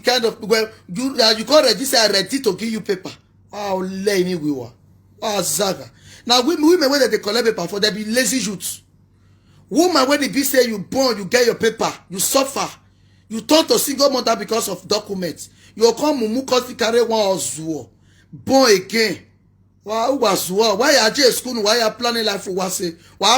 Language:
Nigerian Pidgin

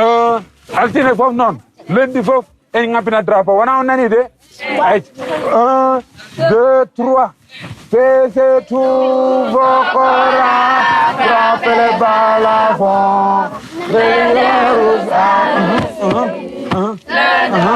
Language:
Fula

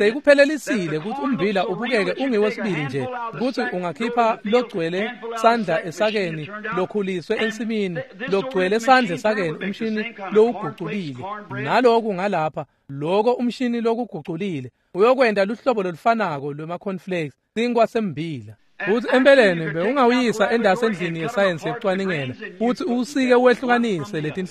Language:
Swati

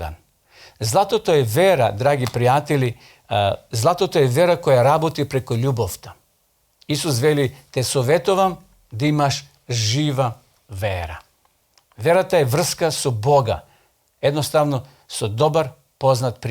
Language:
Macedonian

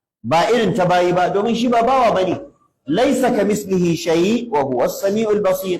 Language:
Hausa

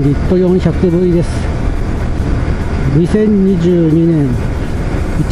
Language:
Japanese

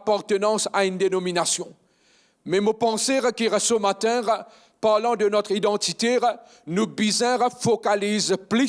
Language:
Morisyen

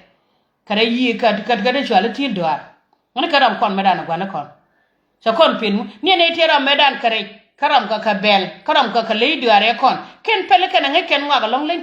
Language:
Nuer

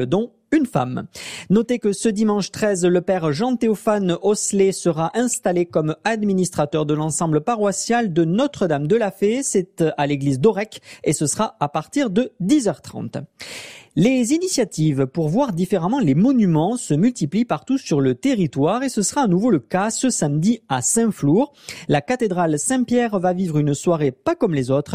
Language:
French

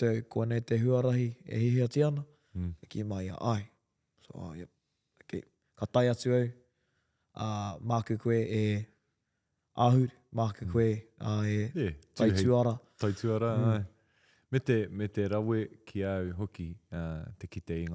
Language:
Māori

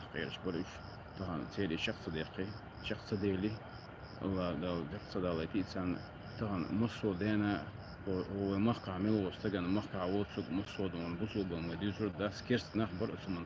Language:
Chechen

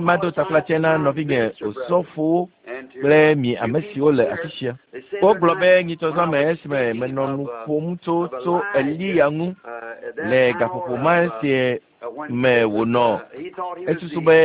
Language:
Ewe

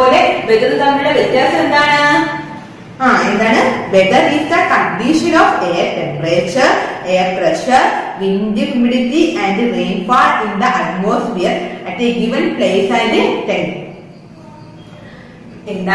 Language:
Malayalam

